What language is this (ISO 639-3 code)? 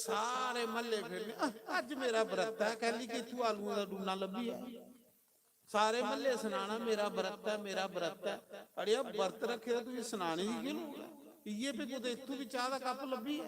doi